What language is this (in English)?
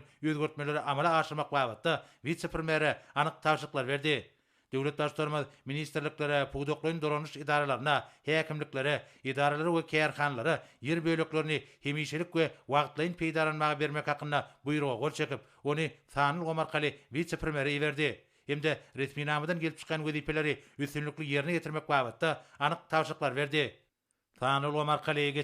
Turkmen